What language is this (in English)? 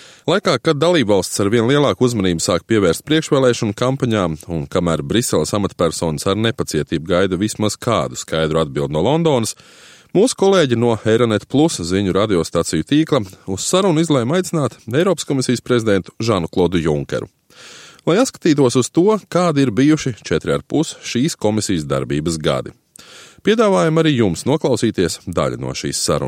Latvian